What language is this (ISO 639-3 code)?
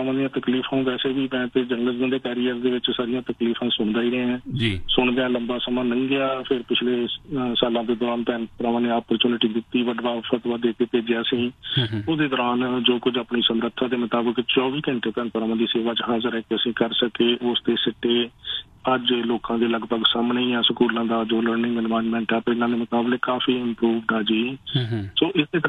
pan